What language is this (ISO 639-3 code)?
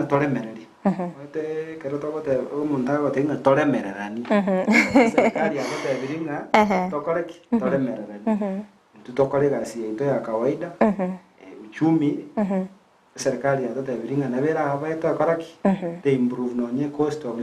guz